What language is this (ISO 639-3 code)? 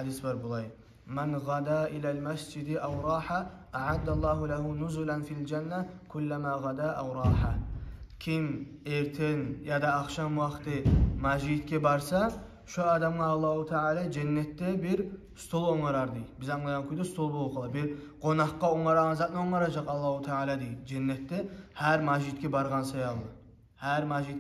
kum